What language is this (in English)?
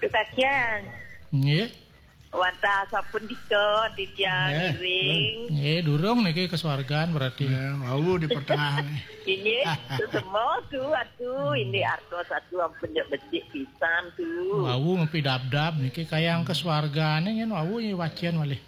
Balinese